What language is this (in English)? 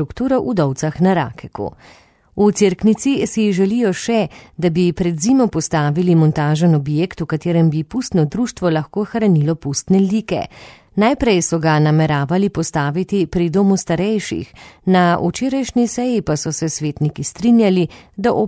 Slovenian